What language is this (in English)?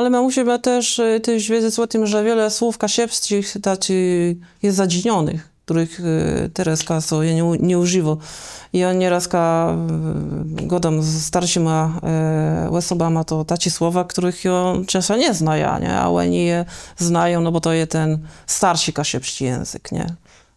Kashubian